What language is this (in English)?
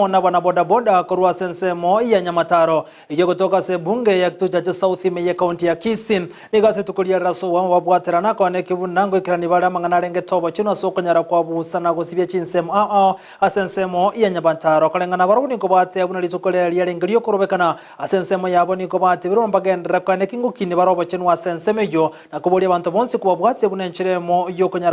Gusii